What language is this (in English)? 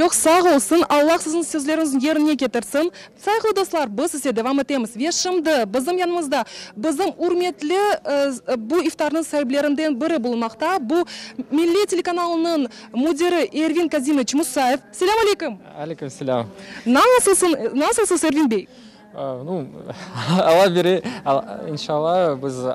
Crimean Tatar